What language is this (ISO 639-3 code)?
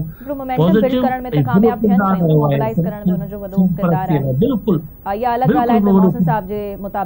snd